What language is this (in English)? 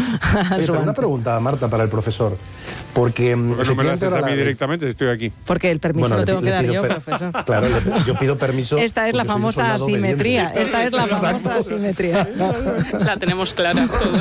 Spanish